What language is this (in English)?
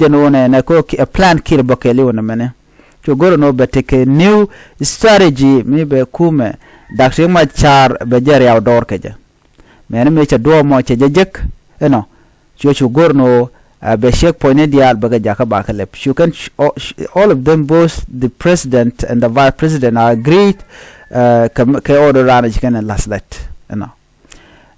Nuer